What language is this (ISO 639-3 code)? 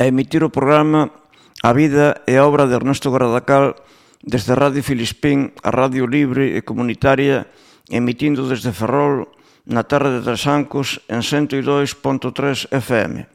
glg